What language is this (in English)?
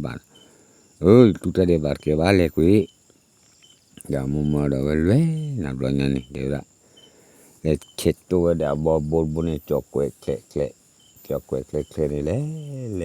S'gaw Karen